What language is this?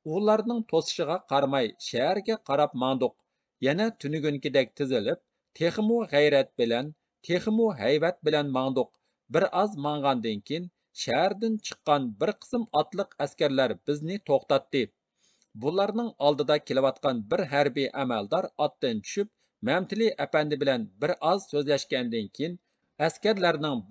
Uyghur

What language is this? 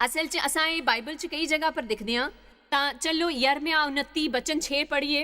Dogri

